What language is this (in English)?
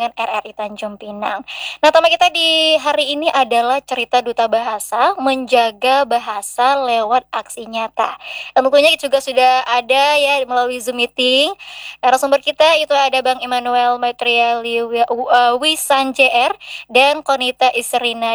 Indonesian